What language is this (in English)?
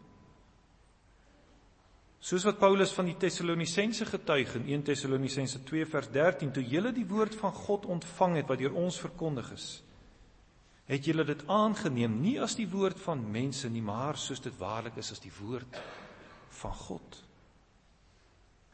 Afrikaans